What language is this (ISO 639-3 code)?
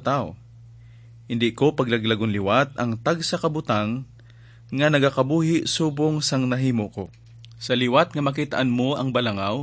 hil